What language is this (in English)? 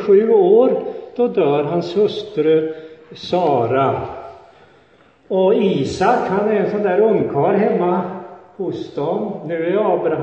Swedish